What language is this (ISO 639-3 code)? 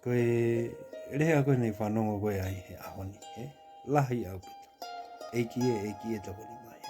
ton